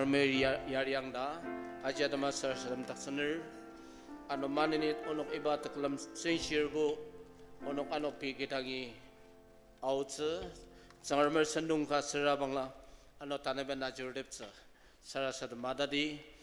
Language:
Ao Naga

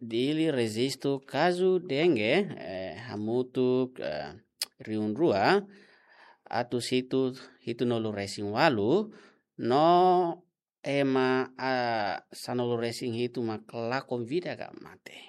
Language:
Tetum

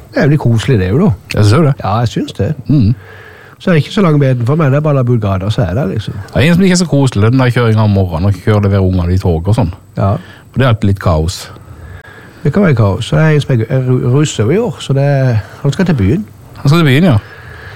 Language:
Norwegian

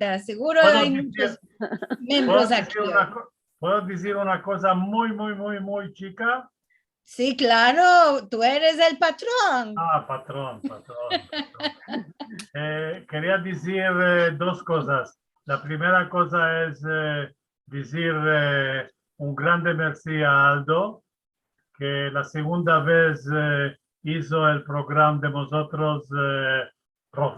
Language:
Ladino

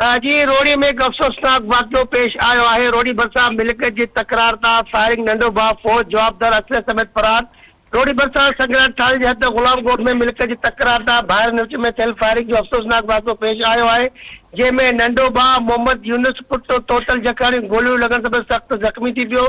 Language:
Sindhi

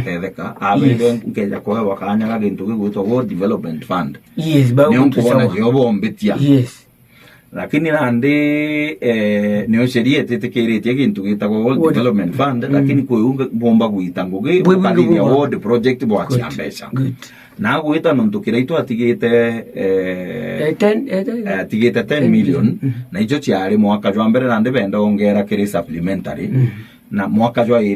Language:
Meru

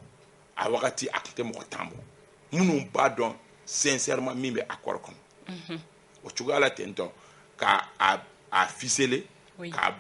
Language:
Bambara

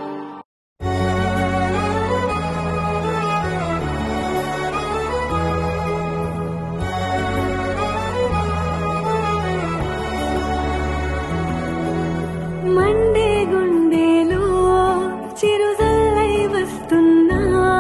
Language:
Telugu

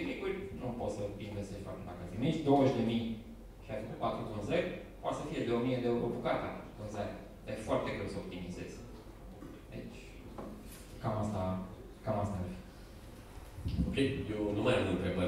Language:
Romanian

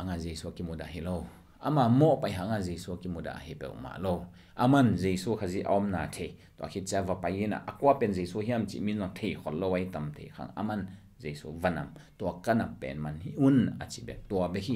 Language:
Tedim Chin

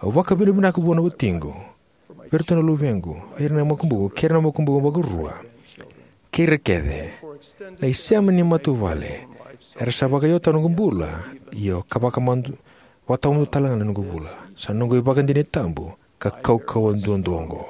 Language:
Fijian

